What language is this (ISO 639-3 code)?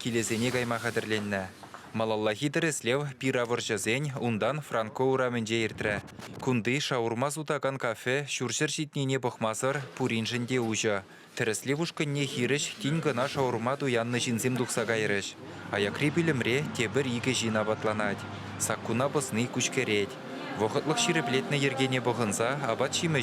chv